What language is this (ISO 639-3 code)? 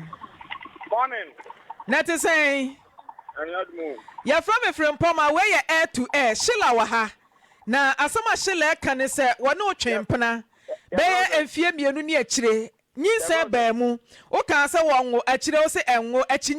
aka